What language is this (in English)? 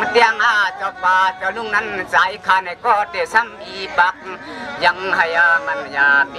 Shan